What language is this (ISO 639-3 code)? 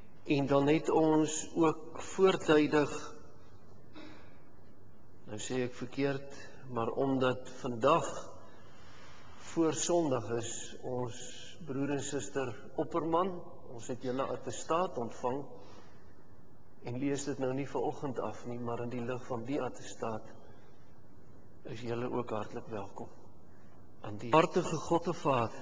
afr